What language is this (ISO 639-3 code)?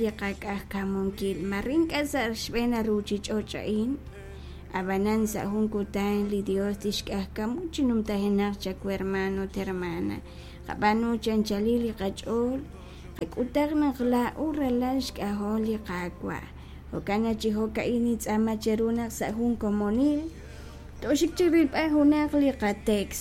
kek